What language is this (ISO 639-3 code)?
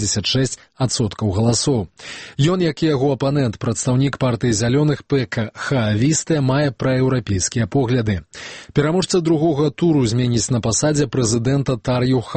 bel